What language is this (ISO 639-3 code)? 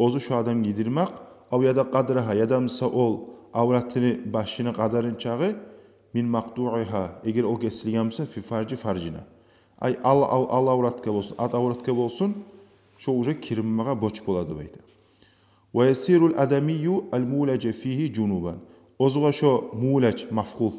kum